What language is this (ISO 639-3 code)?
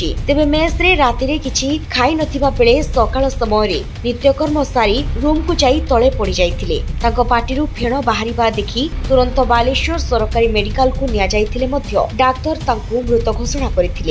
ori